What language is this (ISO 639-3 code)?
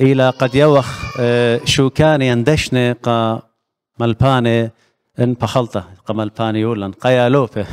aii